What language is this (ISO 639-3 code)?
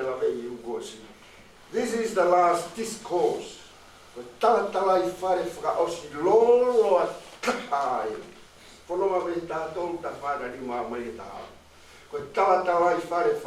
ton